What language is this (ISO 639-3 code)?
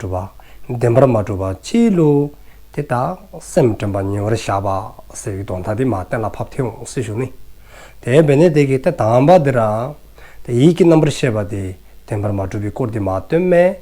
dzo